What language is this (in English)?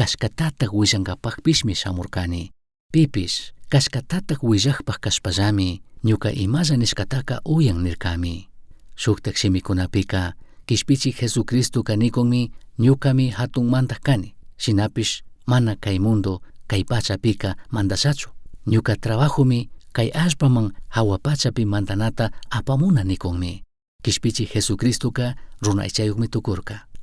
Chimborazo Highland Quichua